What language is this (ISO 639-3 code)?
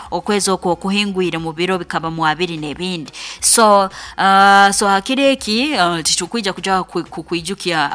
nyo